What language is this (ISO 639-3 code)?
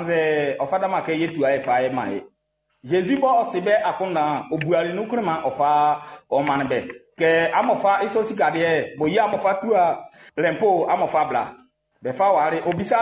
bci